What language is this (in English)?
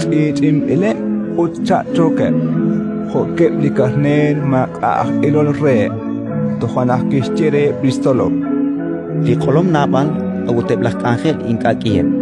Kekchí